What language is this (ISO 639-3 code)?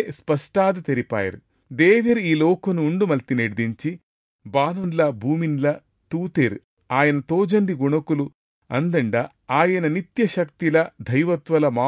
tcy